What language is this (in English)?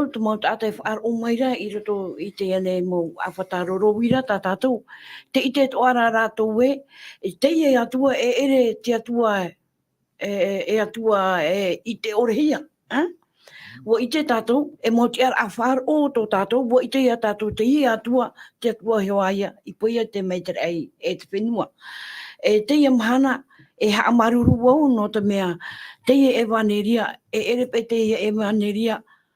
Tahitian